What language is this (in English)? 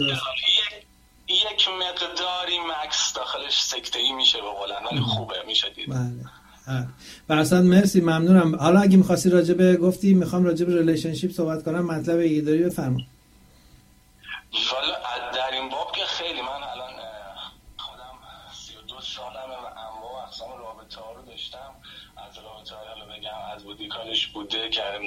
Persian